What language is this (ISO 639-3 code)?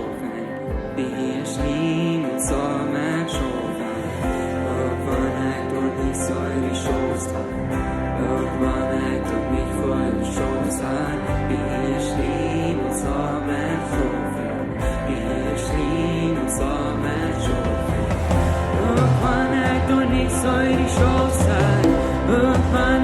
pdt